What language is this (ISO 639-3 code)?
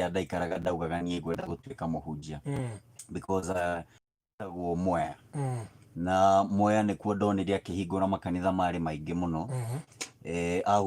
kik